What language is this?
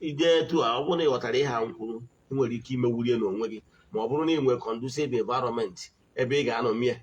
Igbo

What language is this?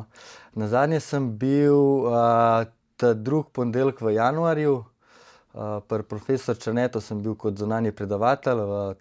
Slovenian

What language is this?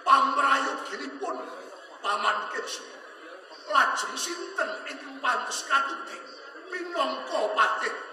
Javanese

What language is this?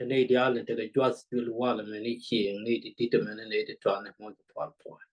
Nuer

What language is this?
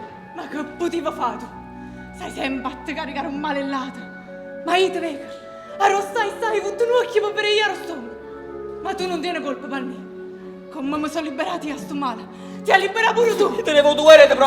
Neapolitan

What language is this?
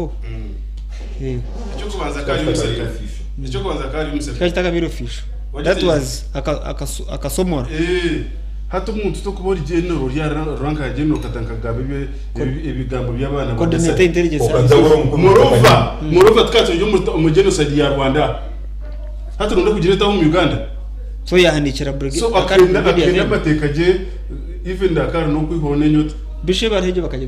Nyankole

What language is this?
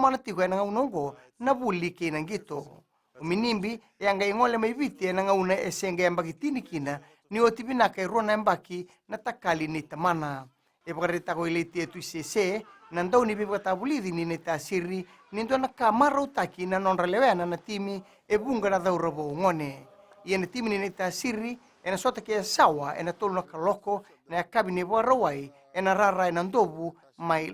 Fijian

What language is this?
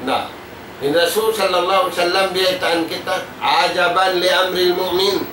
Tausug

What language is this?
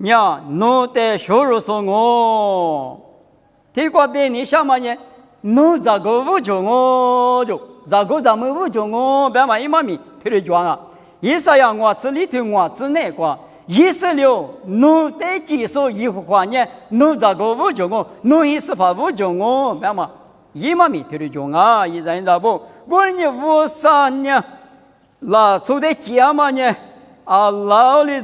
Lisu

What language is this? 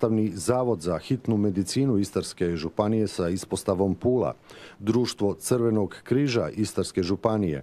Croatian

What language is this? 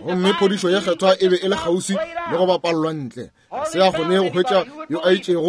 Northern Sotho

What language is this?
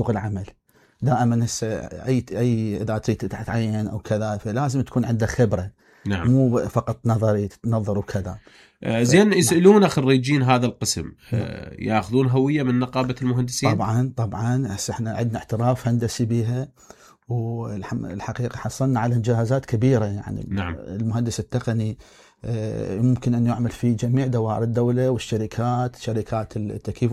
Mesopotamian Arabic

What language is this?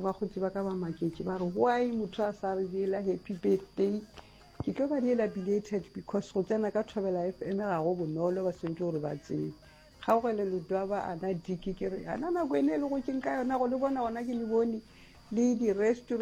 Northern Sotho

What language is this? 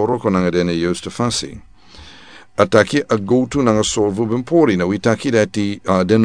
Sranan Tongo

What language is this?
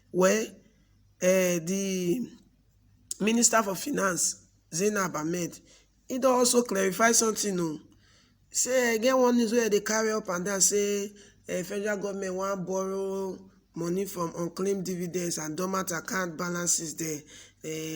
Nigerian Pidgin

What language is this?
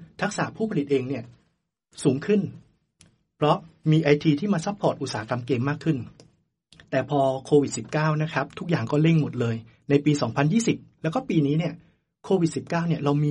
Thai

